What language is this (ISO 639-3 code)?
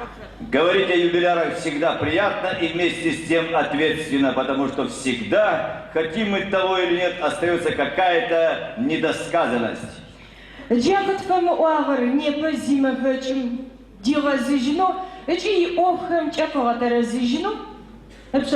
ady